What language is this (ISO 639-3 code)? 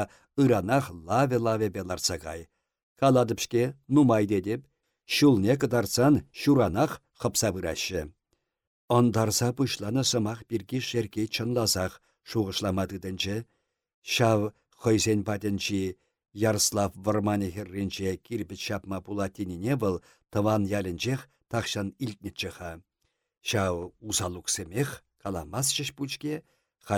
chv